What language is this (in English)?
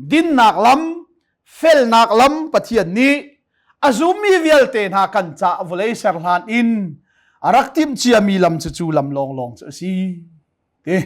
Hakha Chin